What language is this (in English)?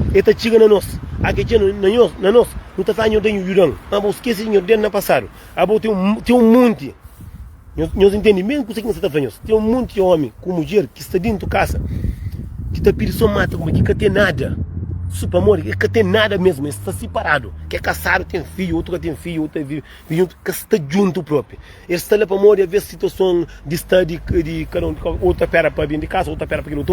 Kabuverdianu